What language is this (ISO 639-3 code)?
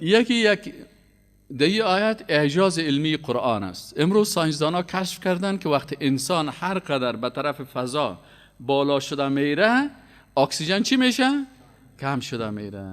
fas